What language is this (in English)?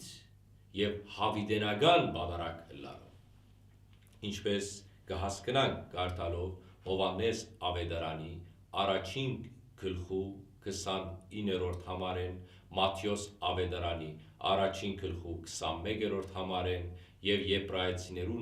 Western Armenian